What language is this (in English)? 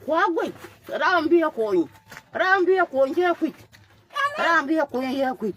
Nuer